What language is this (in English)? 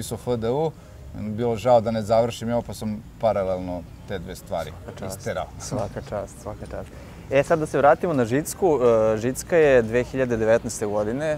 Serbian